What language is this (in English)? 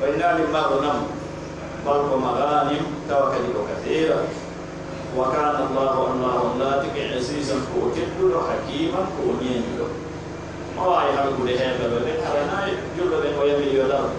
Pular